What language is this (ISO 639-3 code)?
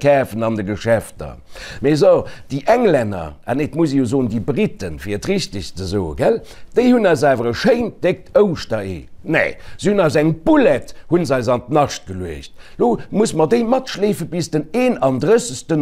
ltz